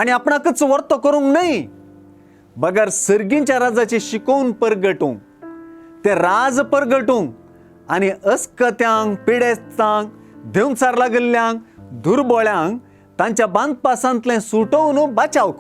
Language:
Konkani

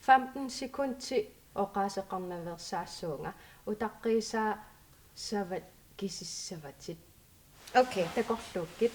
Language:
Kalaallisut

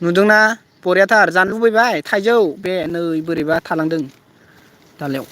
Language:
Bodo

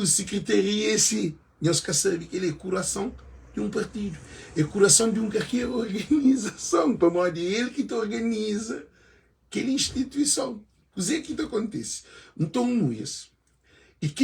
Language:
Kabuverdianu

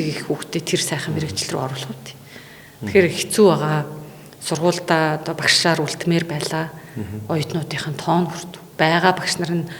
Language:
Mongolian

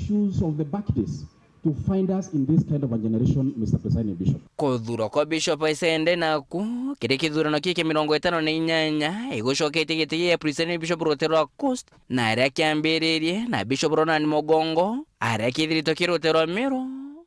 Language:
Meru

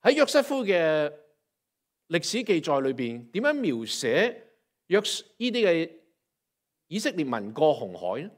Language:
Cantonese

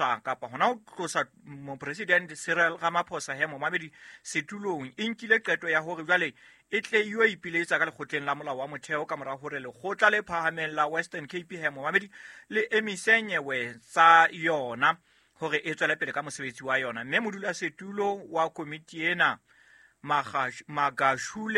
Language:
Southern Sotho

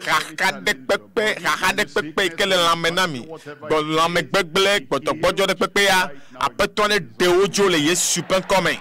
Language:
Ewe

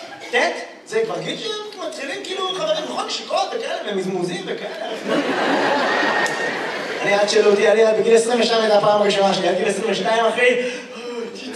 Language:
Hebrew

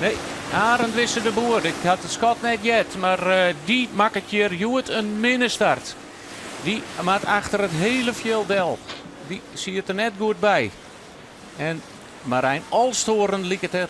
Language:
Western Frisian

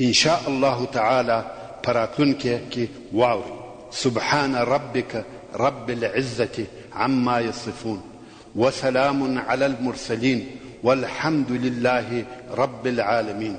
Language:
Pashto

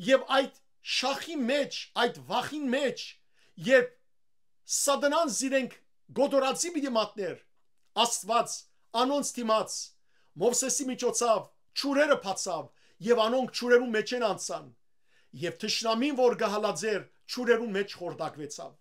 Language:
Western Armenian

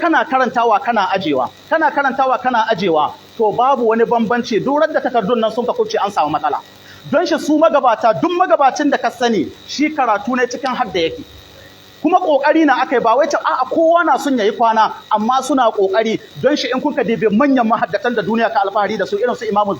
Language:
Hausa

